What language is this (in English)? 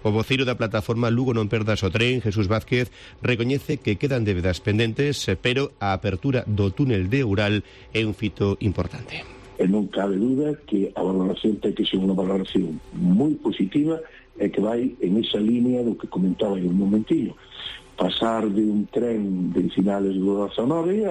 Galician